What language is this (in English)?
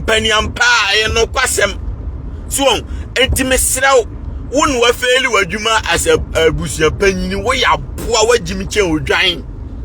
Akan